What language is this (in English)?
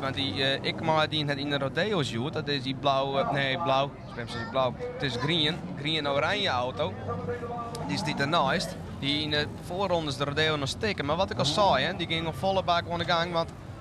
Western Frisian